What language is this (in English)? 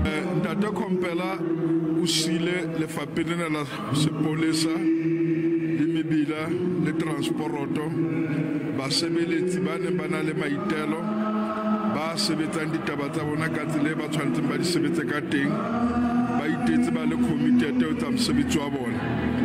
Southern Sotho